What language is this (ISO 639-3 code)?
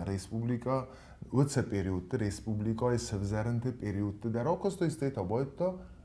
oss